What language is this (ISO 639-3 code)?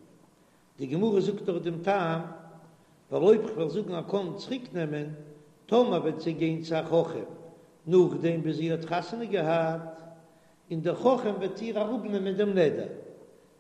yid